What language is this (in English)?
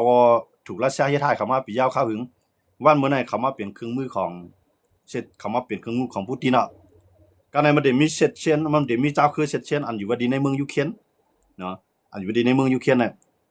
Shan